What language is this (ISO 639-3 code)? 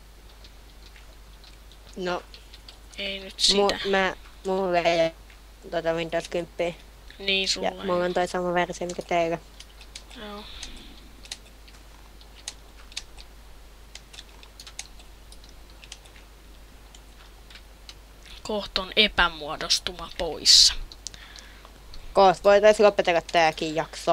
fin